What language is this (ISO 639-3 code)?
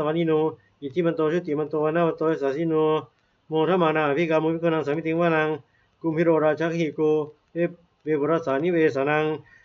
pli